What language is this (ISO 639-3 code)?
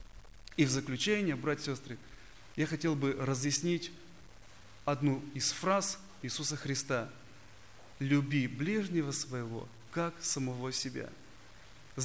rus